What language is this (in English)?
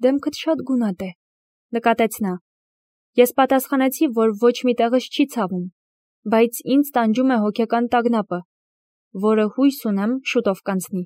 Armenian